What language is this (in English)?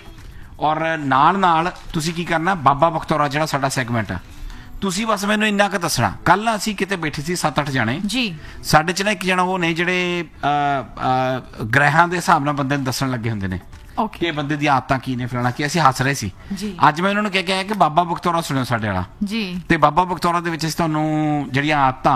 Punjabi